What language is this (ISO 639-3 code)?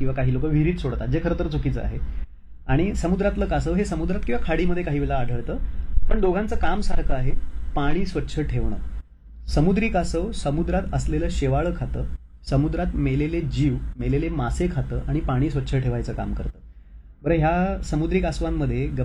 mar